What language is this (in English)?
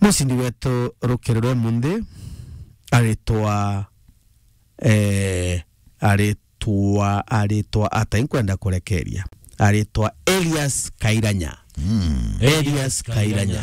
Meru